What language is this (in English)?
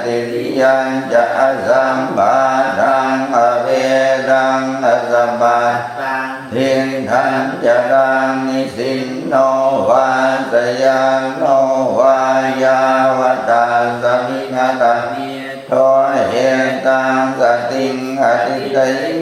Pali